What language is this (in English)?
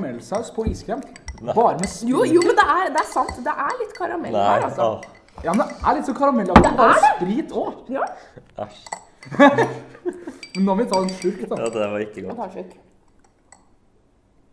Norwegian